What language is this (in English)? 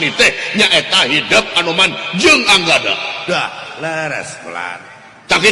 Sundanese